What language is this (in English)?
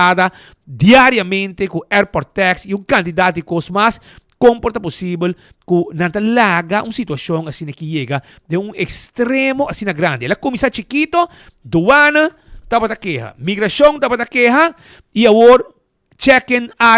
Papiamento